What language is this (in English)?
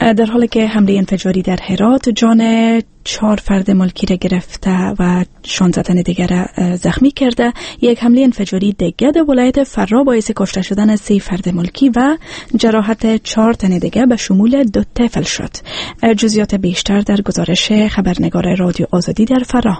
Persian